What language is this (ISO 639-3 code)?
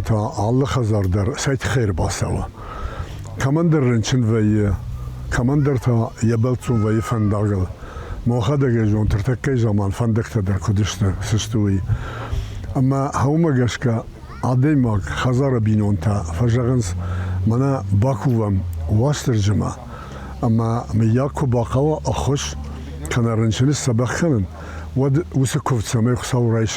oss